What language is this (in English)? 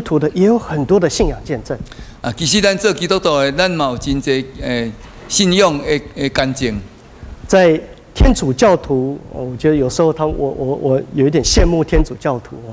Min Nan Chinese